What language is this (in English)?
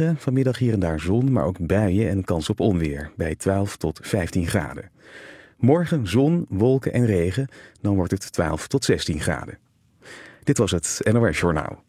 Dutch